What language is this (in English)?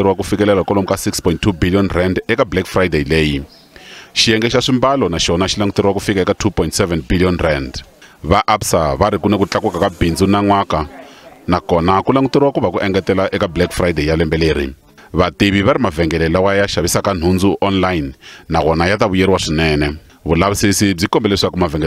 Tsonga